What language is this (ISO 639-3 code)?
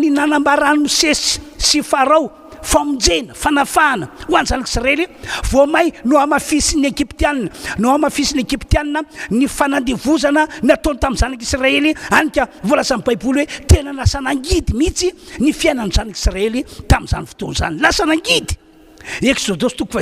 mlg